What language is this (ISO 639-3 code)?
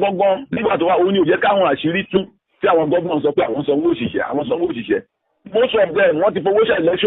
yor